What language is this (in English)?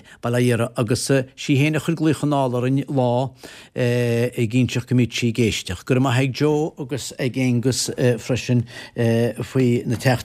Irish